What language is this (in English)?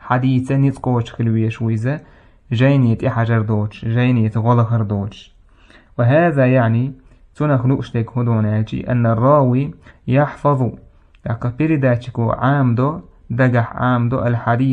Chechen